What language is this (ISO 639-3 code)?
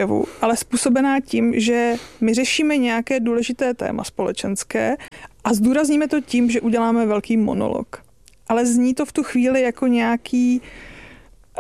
ces